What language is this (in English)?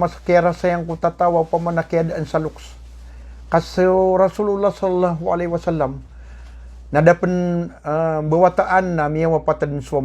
Maranao